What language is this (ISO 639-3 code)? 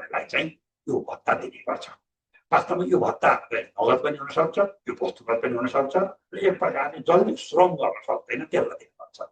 nep